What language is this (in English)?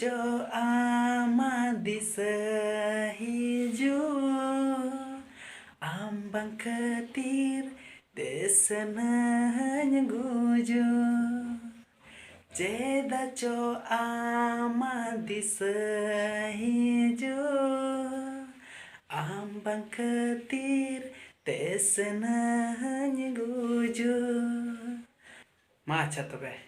Santali